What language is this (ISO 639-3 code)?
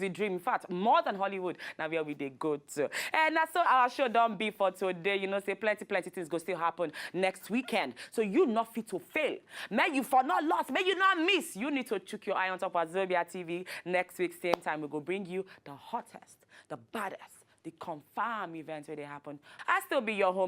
pcm